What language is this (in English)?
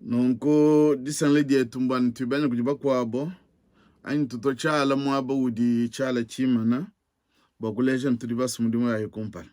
Luba-Lulua